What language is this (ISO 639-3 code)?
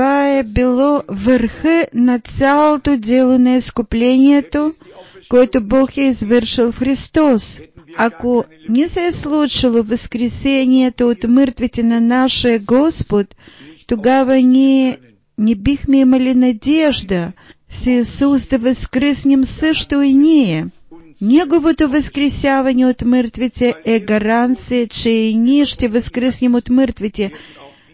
bul